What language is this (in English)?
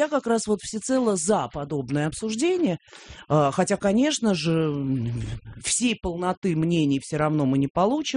Russian